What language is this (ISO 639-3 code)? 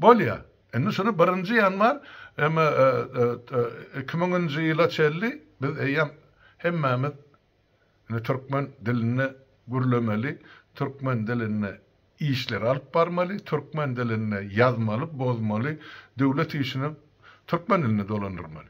tuk